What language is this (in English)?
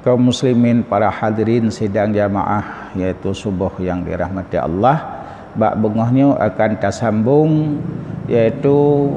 Achinese